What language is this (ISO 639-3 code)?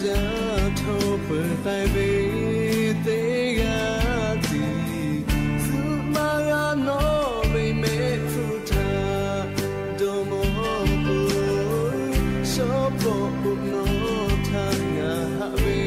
lhu